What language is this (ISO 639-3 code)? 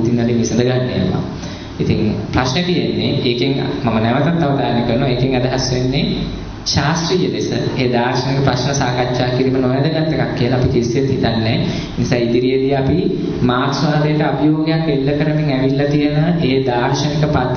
sin